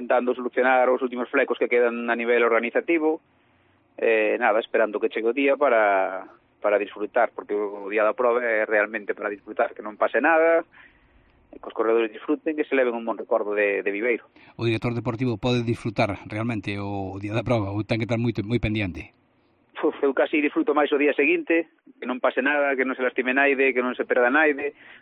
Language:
Galician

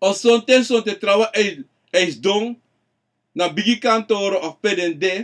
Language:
Sranan Tongo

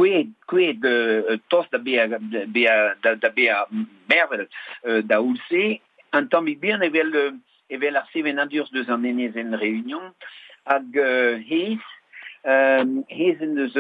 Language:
Breton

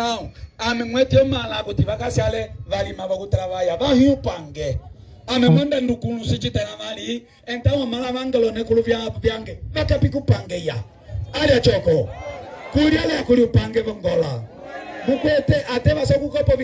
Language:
Umbundu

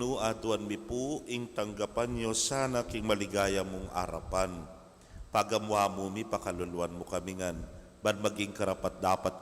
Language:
Pampanga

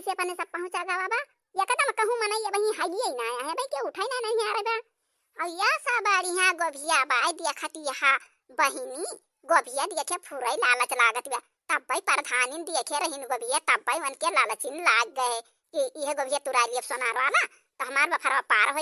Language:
Awadhi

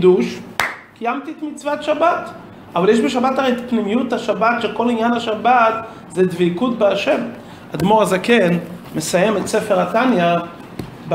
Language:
Hebrew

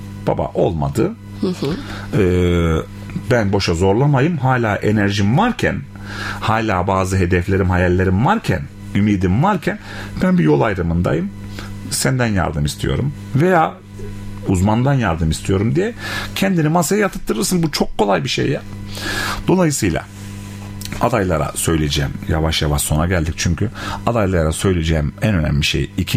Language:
Turkish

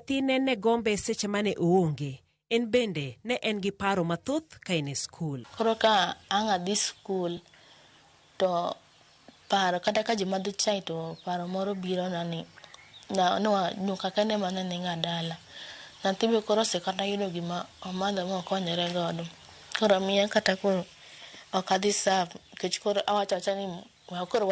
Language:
Luo (Kenya and Tanzania)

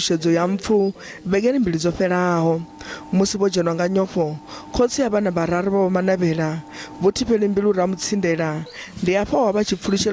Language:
Venda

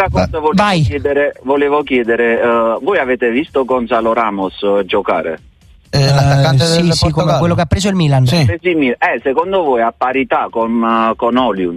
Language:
Italian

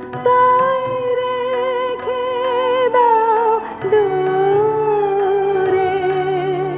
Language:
Bangla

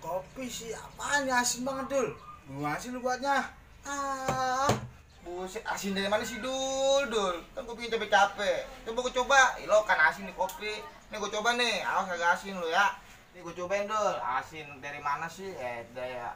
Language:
Betawi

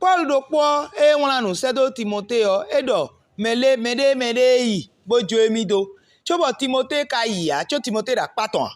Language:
Fon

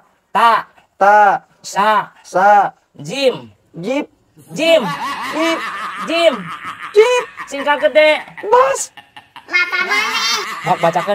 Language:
Sundanese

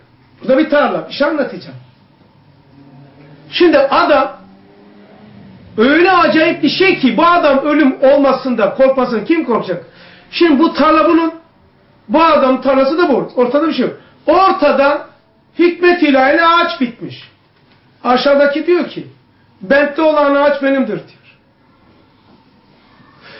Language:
Turkish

